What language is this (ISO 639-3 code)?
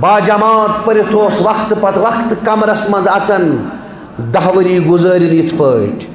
kas